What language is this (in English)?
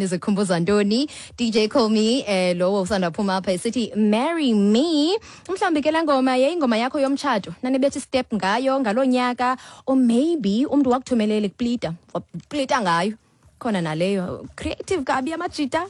Xhosa